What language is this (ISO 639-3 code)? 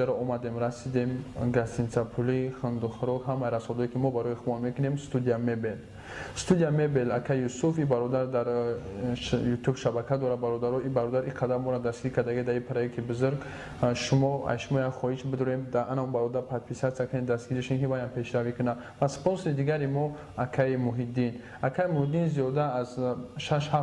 tgk